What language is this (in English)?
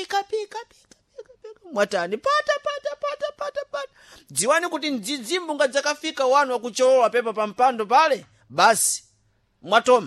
Sena